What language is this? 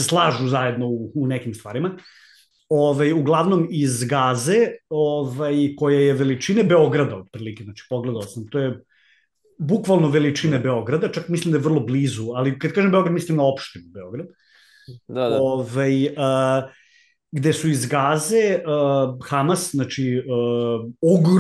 Serbian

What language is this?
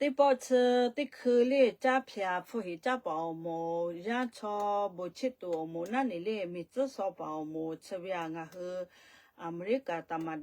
Lahu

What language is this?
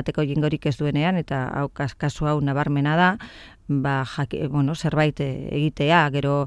Basque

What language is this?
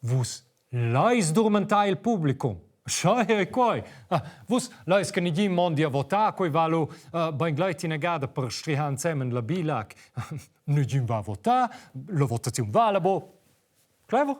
Romansh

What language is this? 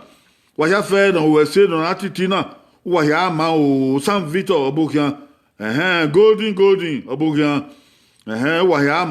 Bini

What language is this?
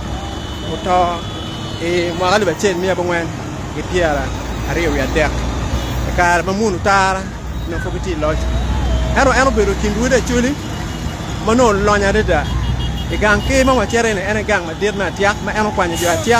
Acoli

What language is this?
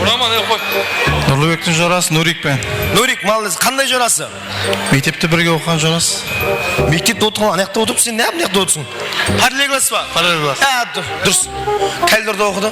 Kara-Kalpak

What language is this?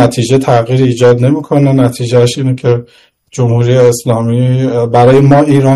Persian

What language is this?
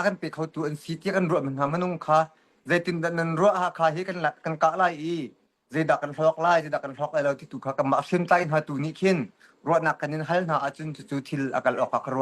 Hakha Chin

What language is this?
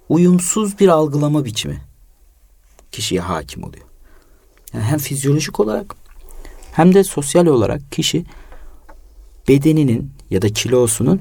Turkish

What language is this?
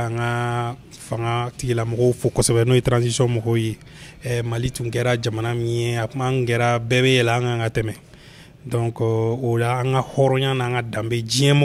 Bambara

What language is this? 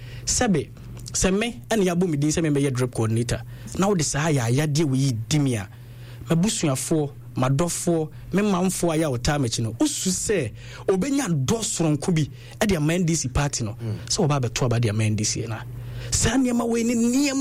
Akan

